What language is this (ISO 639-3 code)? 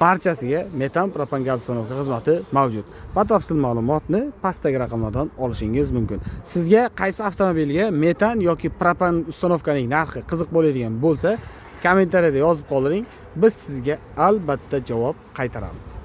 uzb